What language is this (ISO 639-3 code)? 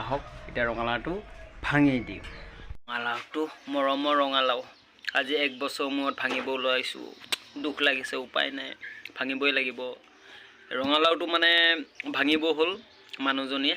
asm